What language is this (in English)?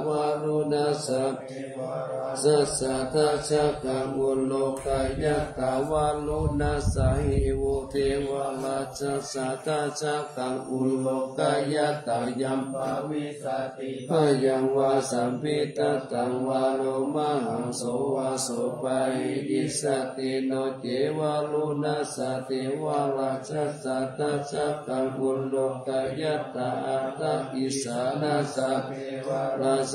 Pali